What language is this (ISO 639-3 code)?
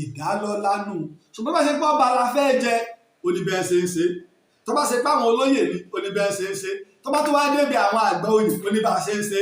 yor